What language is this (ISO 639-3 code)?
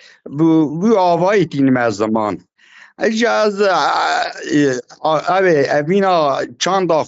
kur